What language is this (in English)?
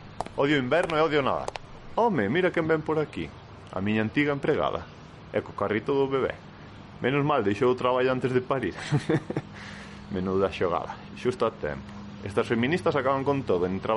Galician